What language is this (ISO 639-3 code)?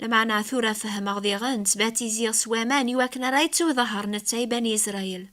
kab